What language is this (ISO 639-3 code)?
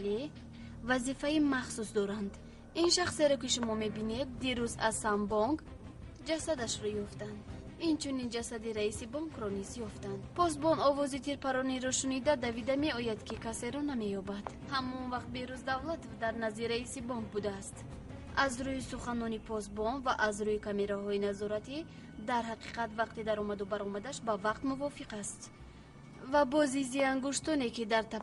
tgk